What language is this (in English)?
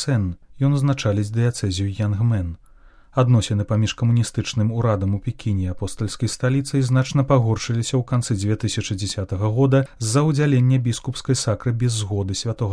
Belarusian